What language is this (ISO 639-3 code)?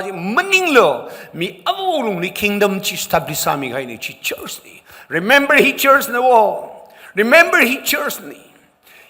nmf